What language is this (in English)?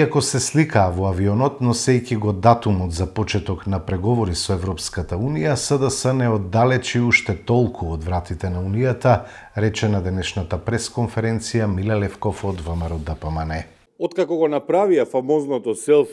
Macedonian